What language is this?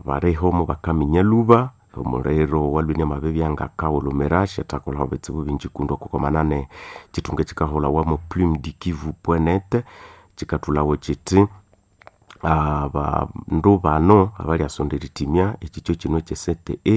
Nande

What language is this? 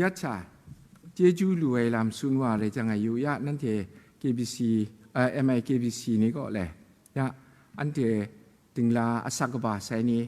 Kachin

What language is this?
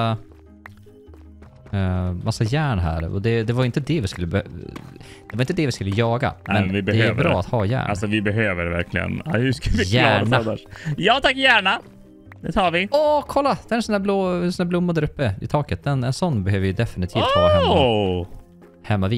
Swedish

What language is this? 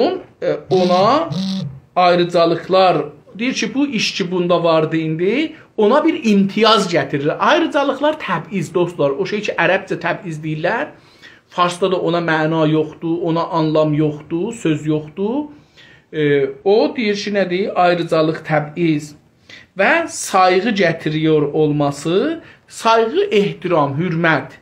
South Azerbaijani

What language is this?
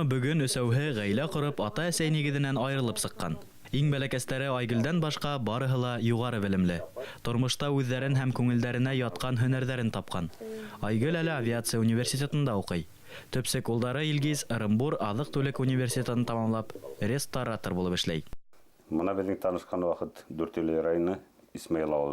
Bashkir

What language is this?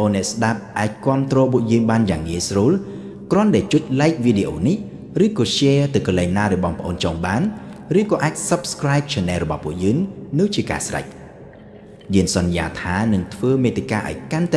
Khmer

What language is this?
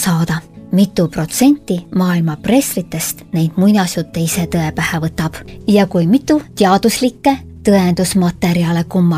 Estonian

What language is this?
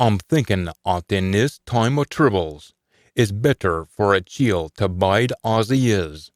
Scots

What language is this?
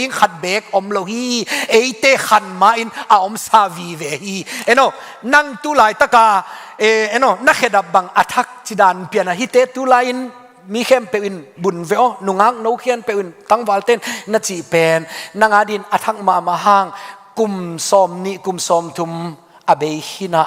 Tedim Chin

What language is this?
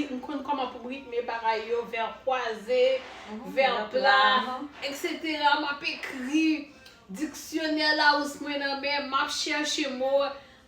Haitian Creole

